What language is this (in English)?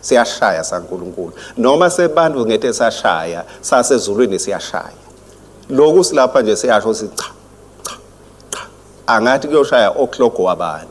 Swati